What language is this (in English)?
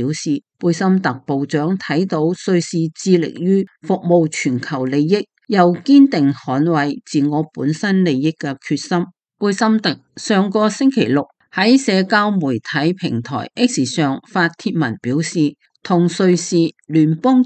Cantonese